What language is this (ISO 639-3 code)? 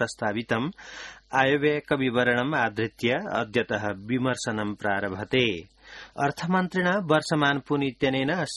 san